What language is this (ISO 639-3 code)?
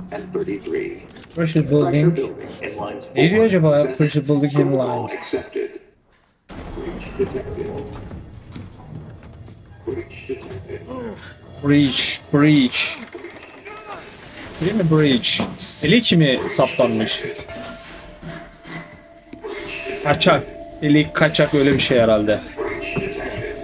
tur